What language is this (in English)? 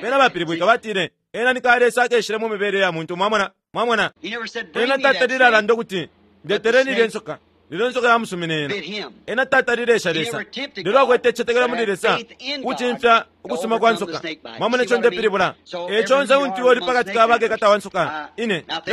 Bemba